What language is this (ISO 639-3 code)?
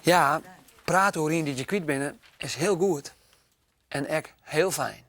fry